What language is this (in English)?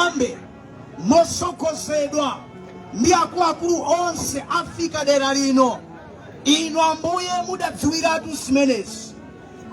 Nyanja